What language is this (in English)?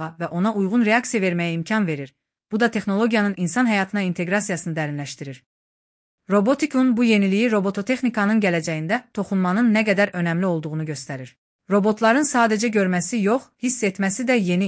Azerbaijani